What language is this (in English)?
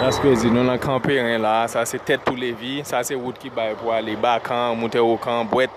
Haitian Creole